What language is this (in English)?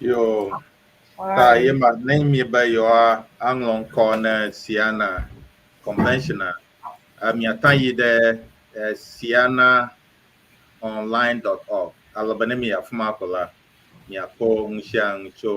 Ewe